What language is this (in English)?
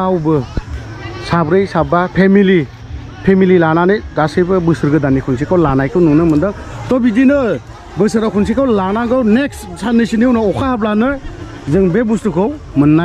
Bodo